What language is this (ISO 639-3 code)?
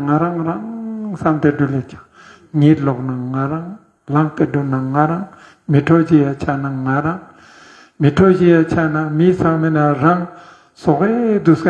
lbj